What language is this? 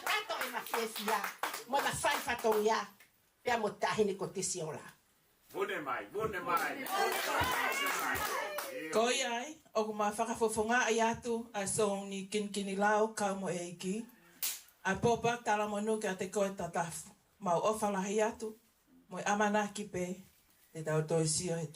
Tongan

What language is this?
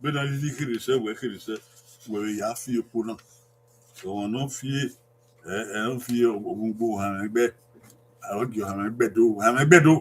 Bini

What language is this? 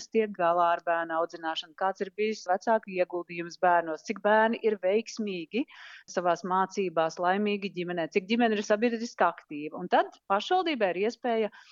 Latvian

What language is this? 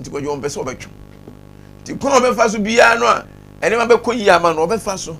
Akan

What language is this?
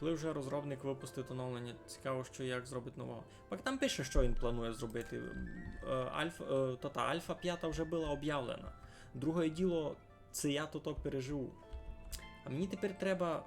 Rusyn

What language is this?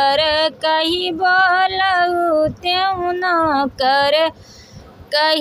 Bhojpuri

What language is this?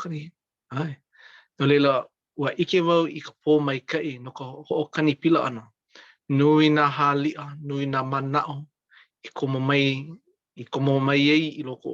Hawaiian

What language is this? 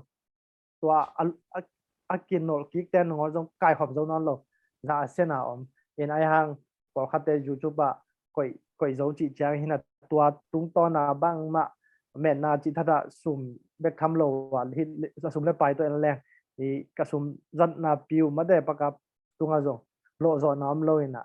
Tedim Chin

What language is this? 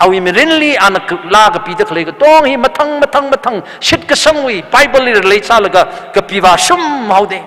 Tangkhul Naga (India)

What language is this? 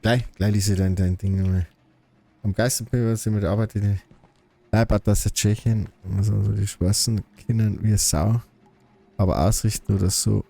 Bavarian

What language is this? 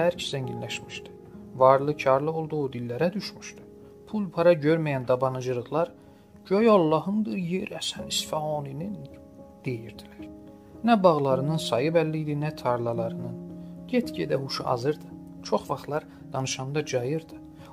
South Azerbaijani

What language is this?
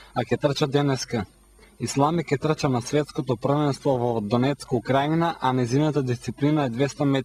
Macedonian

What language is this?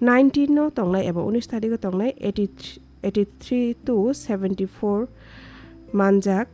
Kok Borok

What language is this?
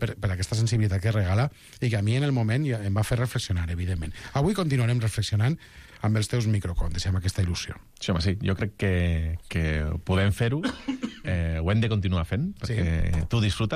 Catalan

